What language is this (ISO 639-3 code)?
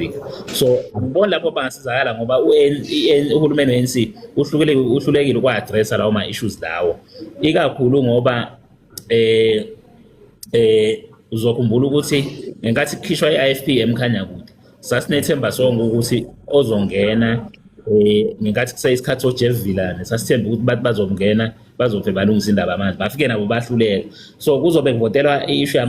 zul